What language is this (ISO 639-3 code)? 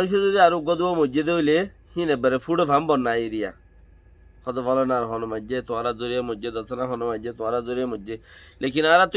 rhg